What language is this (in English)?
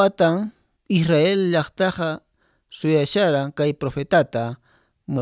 Quechua